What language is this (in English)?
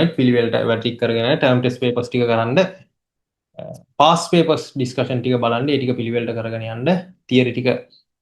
Sinhala